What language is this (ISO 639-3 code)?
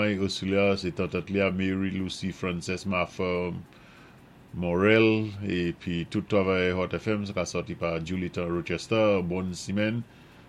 acf